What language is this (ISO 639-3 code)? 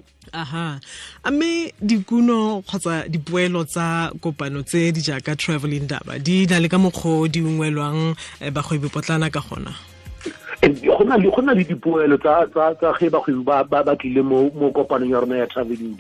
tsn